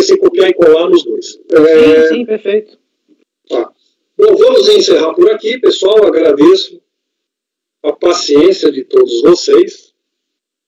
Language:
Portuguese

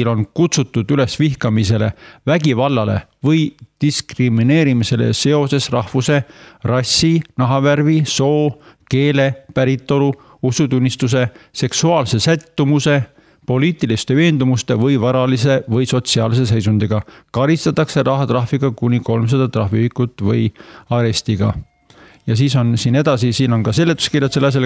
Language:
Estonian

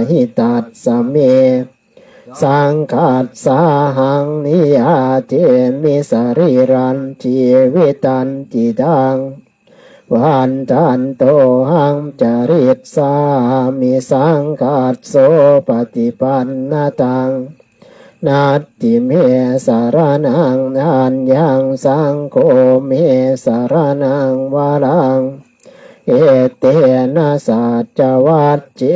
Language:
Pali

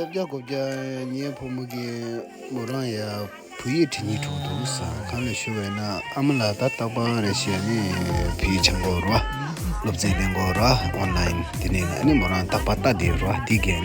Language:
Tibetan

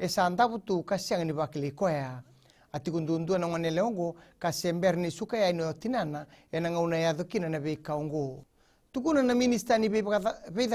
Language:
Fijian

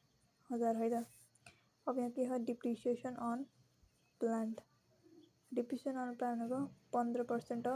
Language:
Nepali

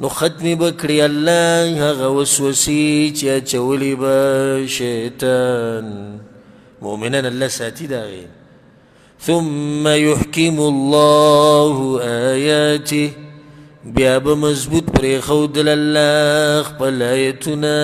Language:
Pashto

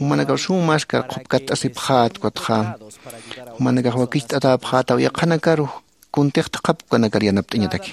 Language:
Aymara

